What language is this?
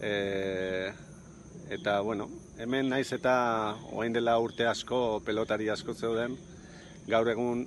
Basque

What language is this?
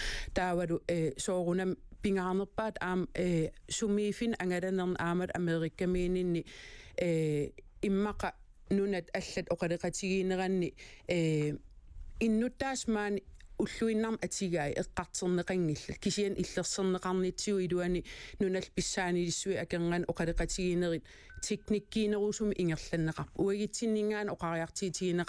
Kalaallisut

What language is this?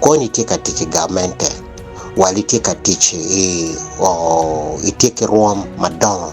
Acoli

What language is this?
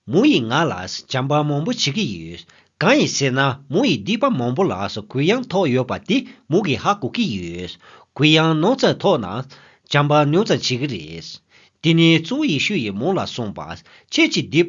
Tibetan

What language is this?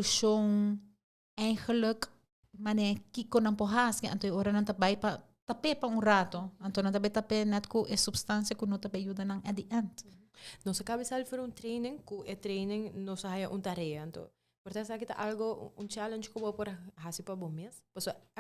Papiamento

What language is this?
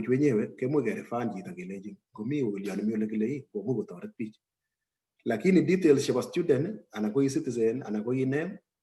Kalenjin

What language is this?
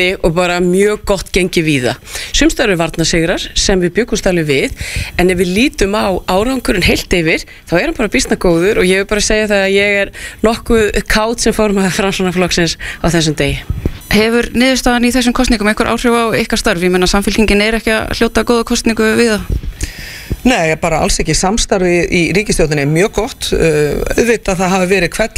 Icelandic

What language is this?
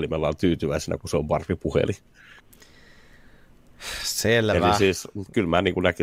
Finnish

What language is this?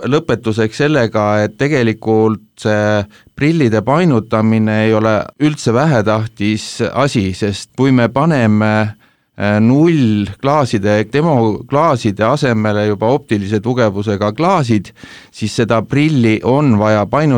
Estonian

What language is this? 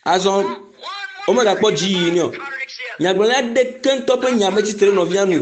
Ewe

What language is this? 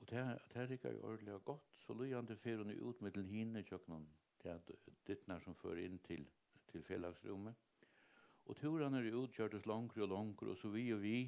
Faroese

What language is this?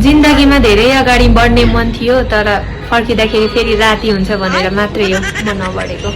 Nepali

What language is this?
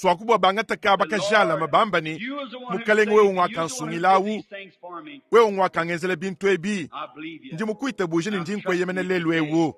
Luba-Lulua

